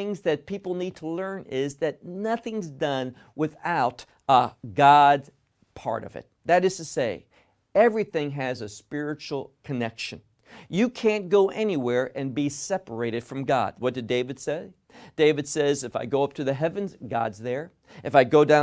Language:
English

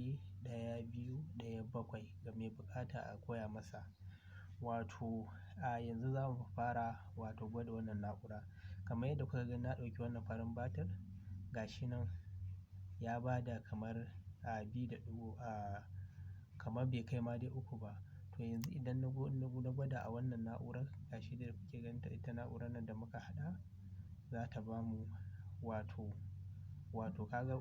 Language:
Hausa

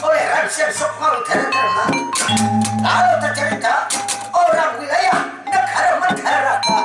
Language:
Banjar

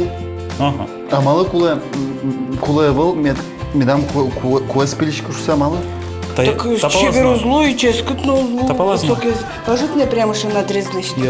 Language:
Udmurt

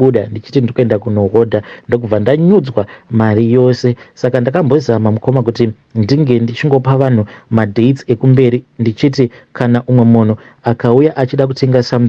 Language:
Shona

